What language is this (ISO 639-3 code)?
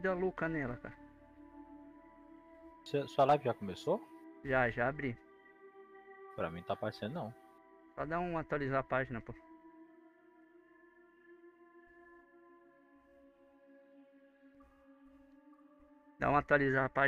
por